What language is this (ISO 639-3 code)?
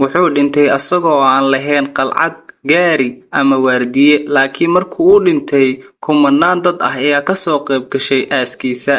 som